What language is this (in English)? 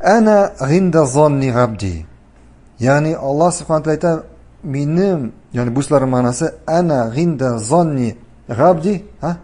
Tatar